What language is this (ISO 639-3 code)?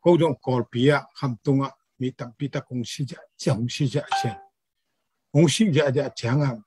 ctd